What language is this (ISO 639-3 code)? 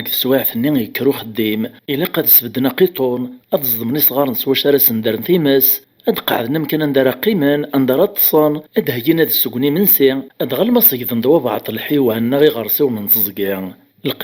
kab